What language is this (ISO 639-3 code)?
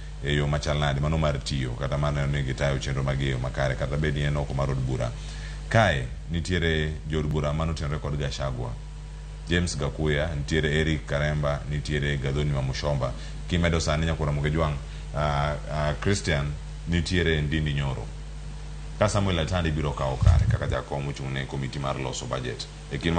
luo